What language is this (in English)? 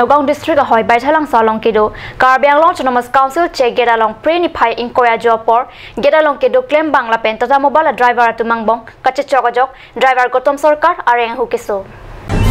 Karbi